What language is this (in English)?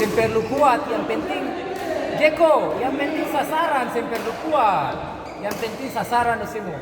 Ambonese Malay